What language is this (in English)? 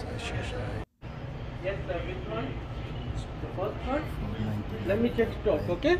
Sylheti